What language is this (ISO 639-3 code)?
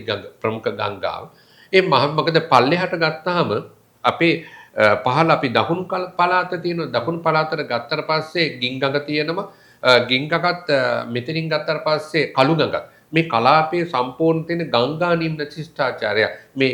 sin